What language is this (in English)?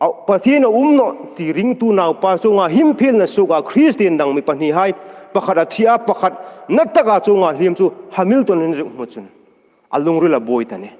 Hmar